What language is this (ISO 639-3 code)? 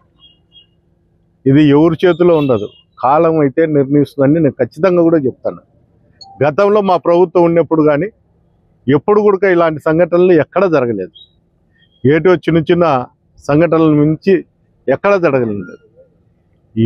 tel